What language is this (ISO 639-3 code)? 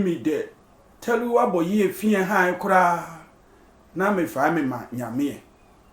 sfw